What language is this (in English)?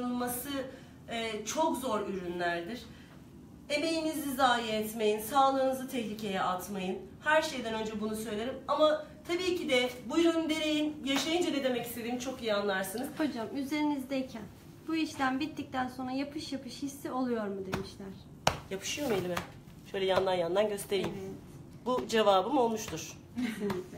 Turkish